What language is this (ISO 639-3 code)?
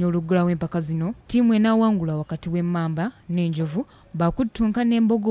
lug